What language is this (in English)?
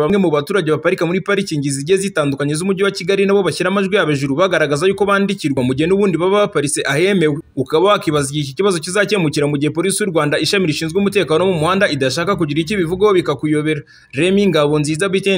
Kinyarwanda